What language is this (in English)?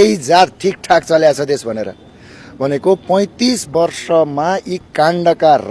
Nepali